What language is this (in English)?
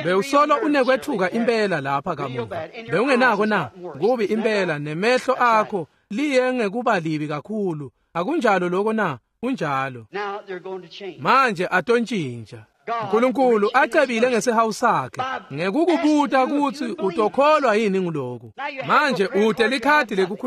Swati